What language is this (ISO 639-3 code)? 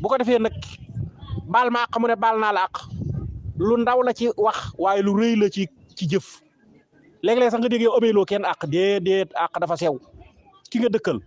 wol